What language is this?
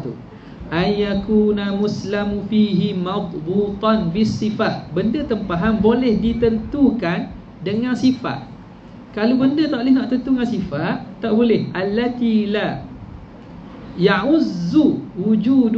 Malay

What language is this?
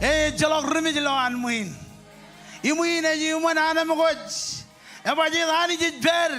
Marshallese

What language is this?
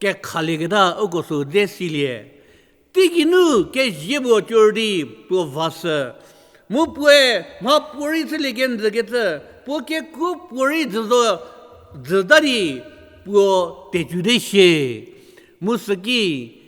Angami Naga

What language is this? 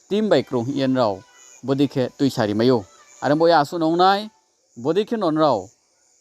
Riang (India)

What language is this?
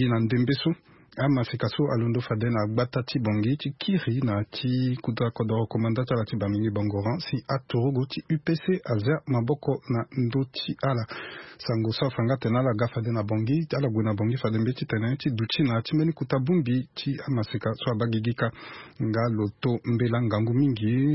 Sango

